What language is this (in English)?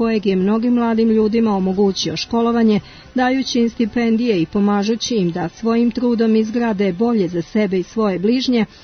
Serbian